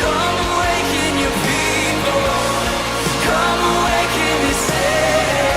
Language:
Plautdietsch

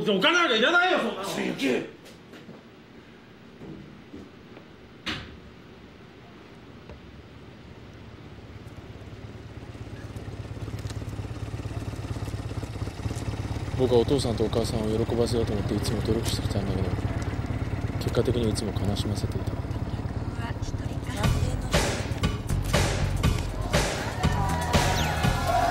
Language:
Japanese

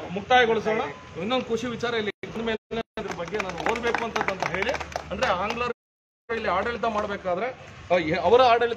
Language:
Kannada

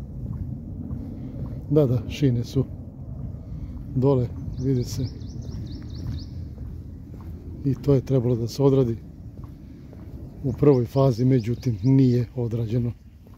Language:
Serbian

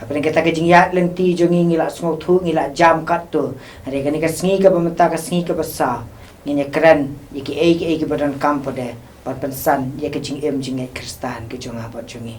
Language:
Khasi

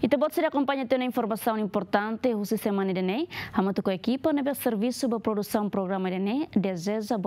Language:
Tetum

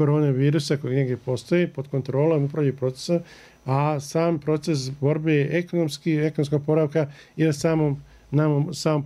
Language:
Bosnian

